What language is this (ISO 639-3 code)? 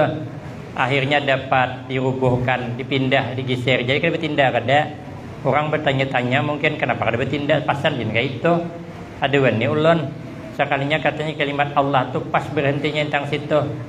bjn